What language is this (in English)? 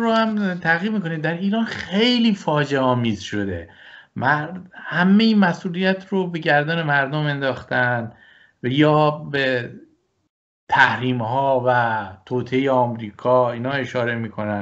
Persian